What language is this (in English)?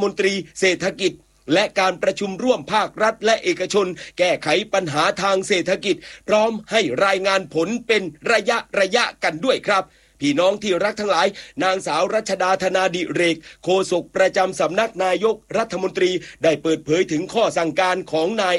Thai